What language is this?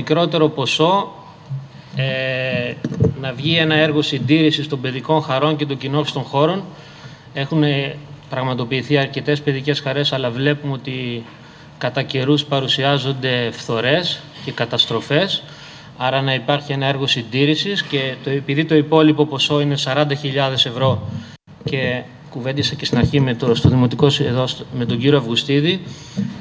Greek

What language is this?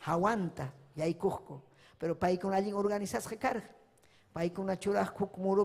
Ayacucho Quechua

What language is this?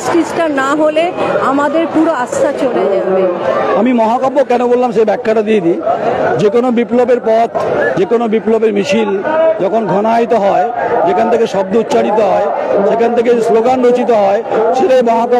Bangla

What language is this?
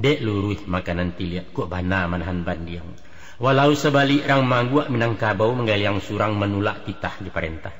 Minangkabau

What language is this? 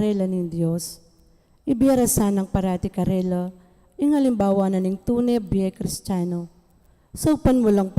Pampanga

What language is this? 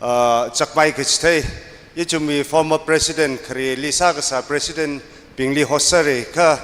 Tangkhul Naga (India)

